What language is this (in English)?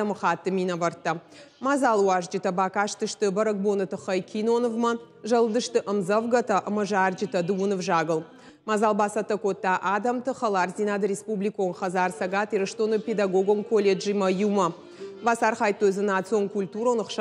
Ossetic